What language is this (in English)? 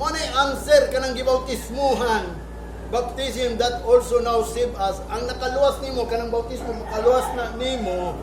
Cebuano